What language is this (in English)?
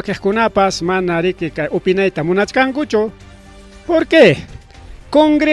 Ayacucho Quechua